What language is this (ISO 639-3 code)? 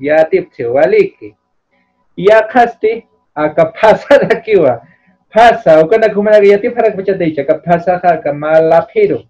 aym